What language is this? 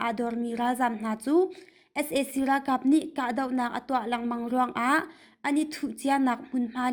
Hakha Chin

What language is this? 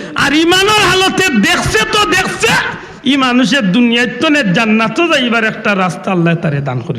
Sylheti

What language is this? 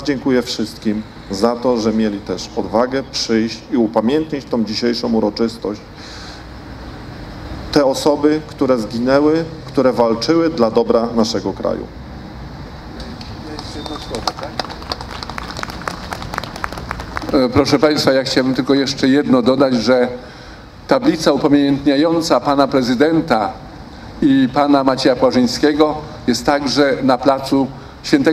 Polish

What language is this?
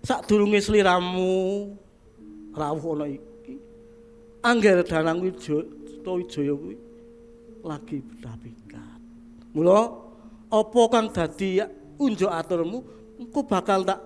Javanese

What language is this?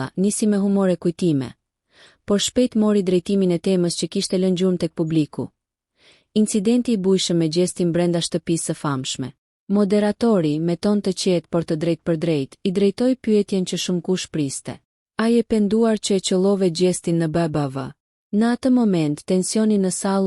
Albanian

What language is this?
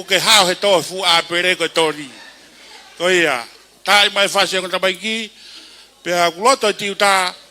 Tongan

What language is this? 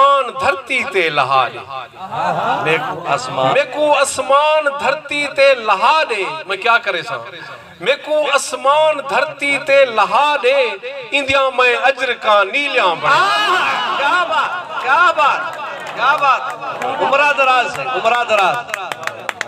Saraiki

